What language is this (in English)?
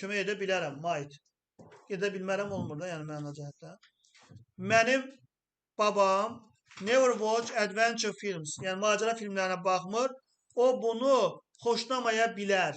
Azerbaijani